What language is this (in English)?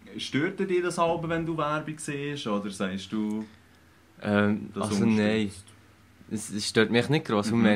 Swiss German